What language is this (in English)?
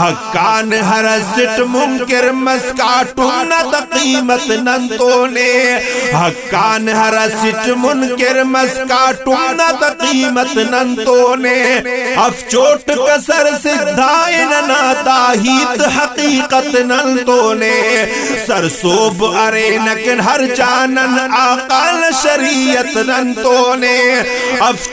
Brahui